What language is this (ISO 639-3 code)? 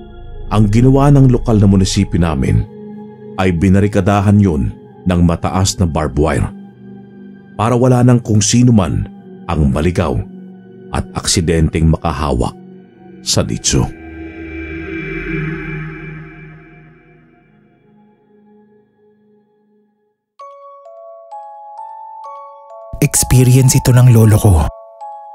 fil